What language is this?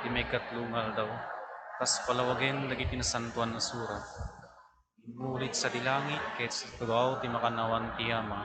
Iloko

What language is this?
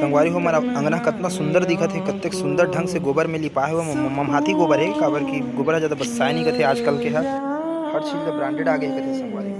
Chhattisgarhi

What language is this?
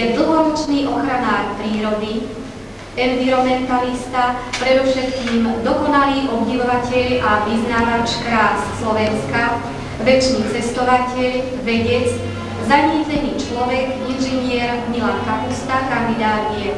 Slovak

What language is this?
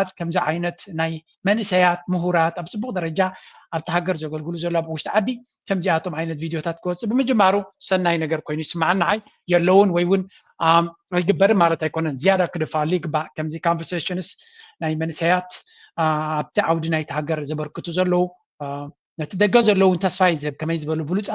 Tigrinya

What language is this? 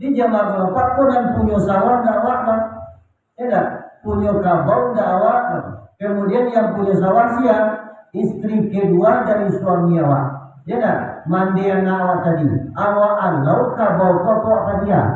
Minangkabau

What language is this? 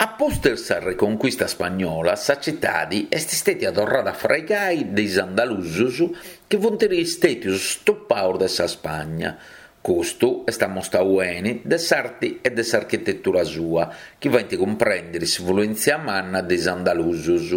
Sardinian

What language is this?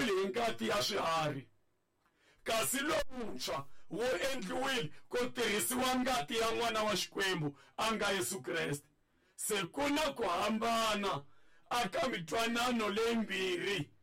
Tsonga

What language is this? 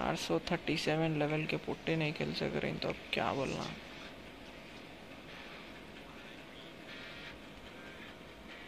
Hindi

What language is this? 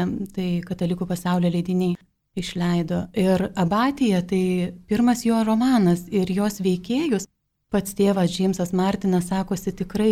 Lithuanian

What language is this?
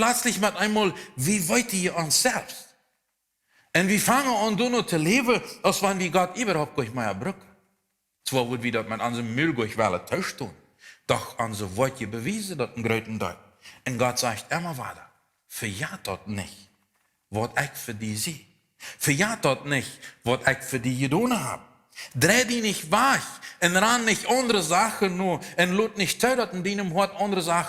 Plautdietsch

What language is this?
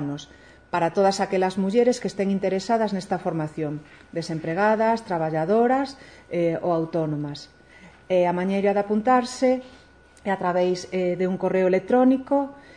Galician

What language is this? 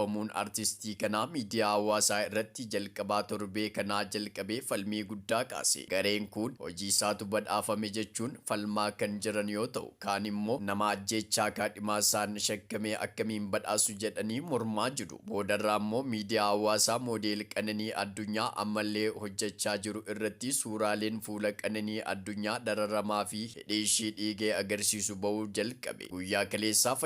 Oromo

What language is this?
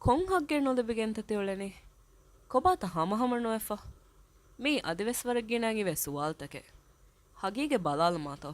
Divehi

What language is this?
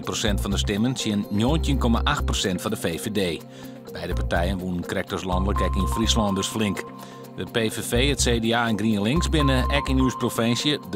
Western Frisian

